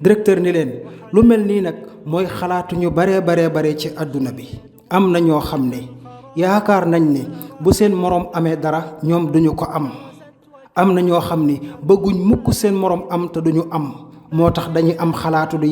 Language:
Wolof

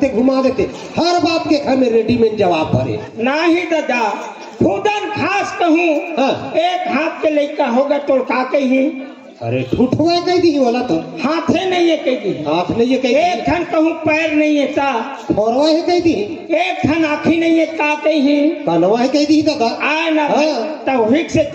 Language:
Chhattisgarhi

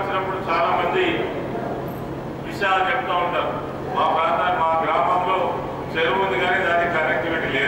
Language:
Telugu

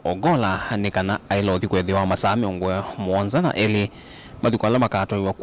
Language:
Kamba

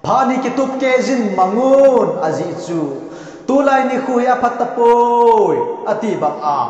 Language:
Thado Chin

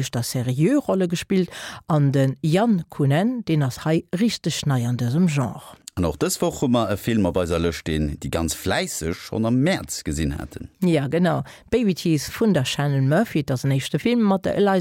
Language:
Luxembourgish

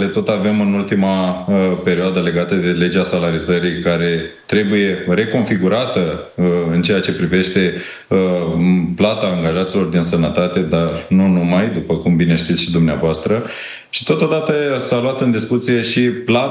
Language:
Romanian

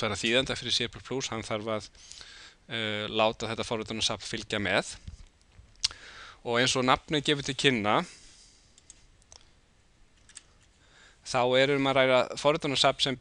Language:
Icelandic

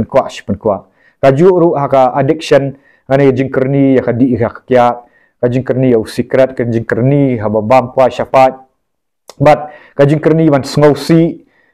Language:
Khasi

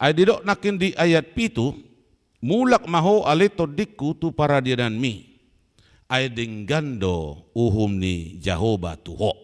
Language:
Batak Toba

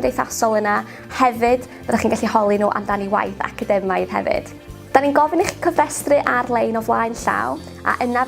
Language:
Welsh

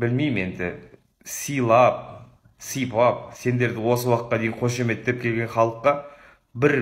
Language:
Kazakh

